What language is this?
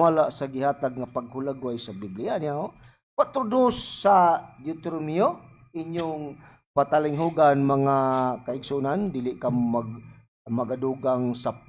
Cebuano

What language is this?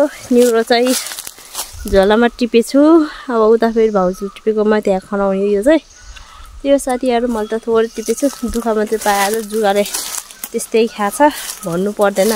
Nepali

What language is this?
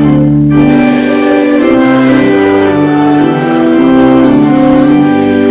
Afrikaans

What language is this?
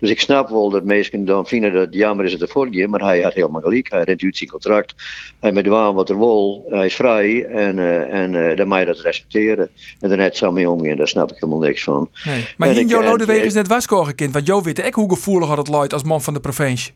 Western Frisian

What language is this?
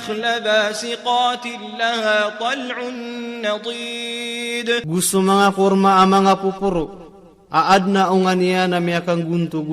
Maranao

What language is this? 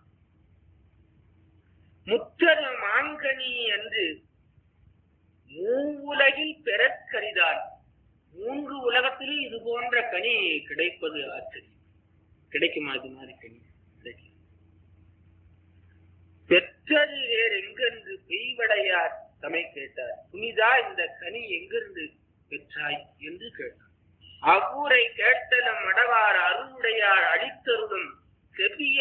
Tamil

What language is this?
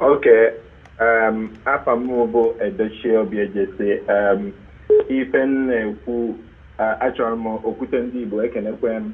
Igbo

